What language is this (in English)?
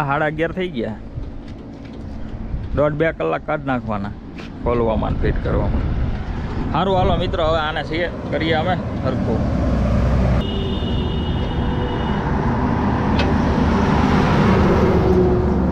Gujarati